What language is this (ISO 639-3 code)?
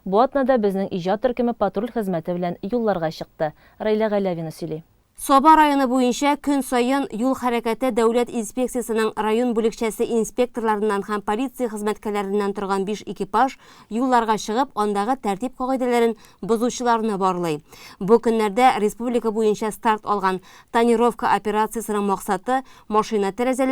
tat